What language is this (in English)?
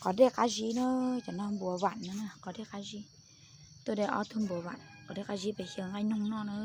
Hmong